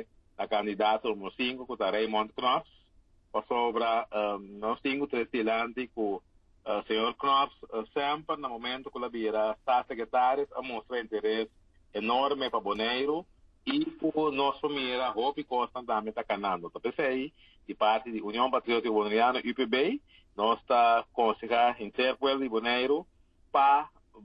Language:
Papiamento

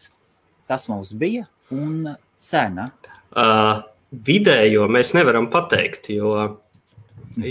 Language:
Latvian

